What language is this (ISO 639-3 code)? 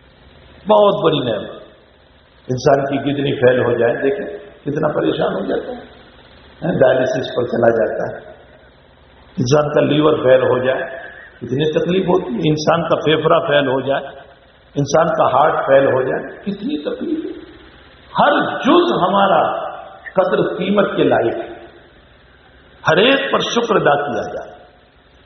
urd